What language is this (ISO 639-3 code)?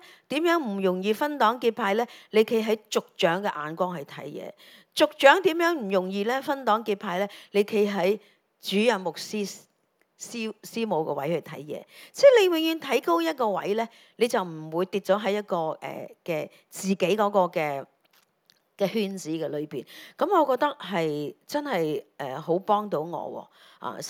yue